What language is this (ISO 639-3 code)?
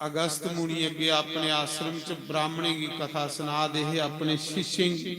doi